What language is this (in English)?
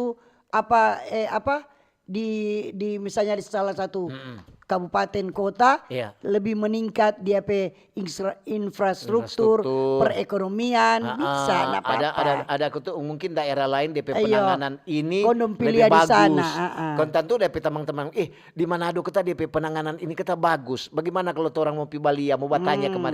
Manado Malay